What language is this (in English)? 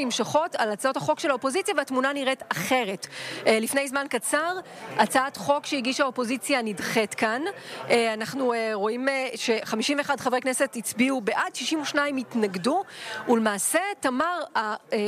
Hebrew